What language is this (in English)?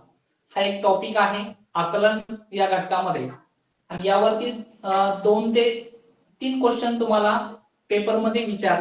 Marathi